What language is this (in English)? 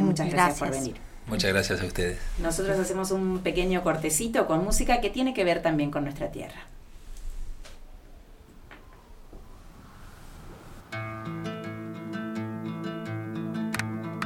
Spanish